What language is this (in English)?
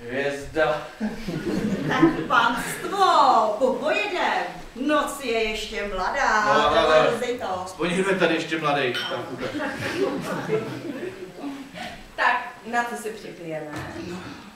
Czech